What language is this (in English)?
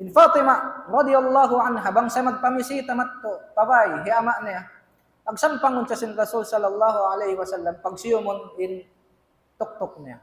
Tausug